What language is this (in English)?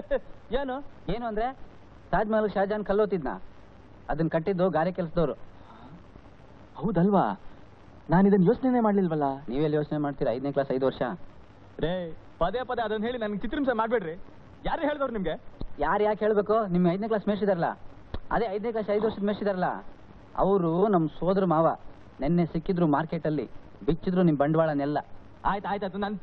Kannada